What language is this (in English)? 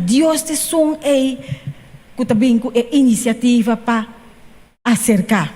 Papiamento